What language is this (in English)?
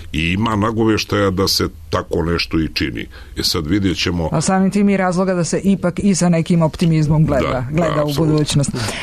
Serbian